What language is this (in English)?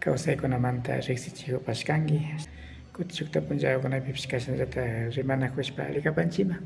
Imbabura Highland Quichua